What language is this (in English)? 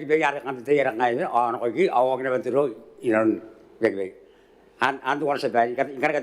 Gilbertese